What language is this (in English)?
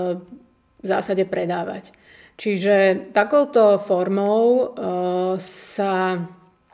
Slovak